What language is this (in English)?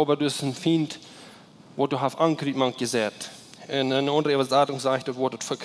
Plautdietsch